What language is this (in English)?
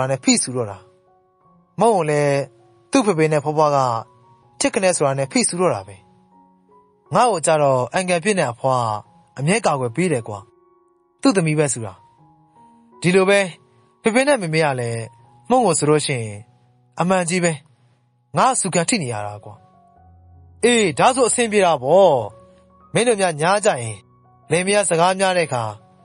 Burmese